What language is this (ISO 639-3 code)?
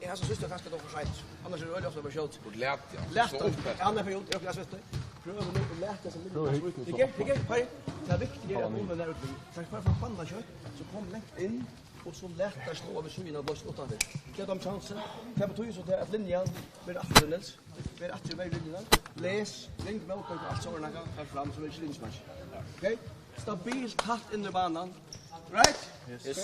fao